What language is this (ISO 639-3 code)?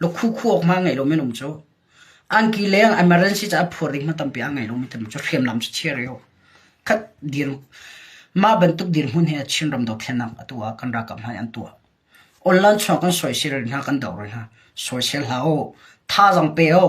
cnh